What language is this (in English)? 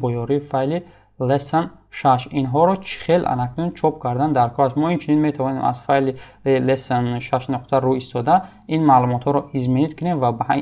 Tajik